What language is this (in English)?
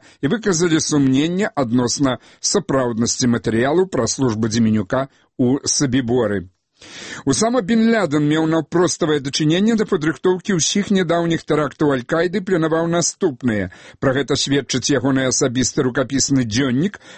Belarusian